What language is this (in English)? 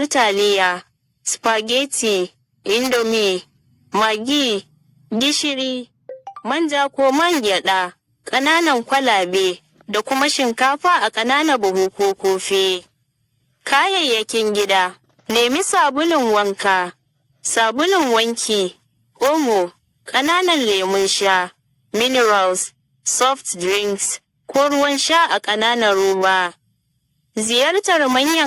Hausa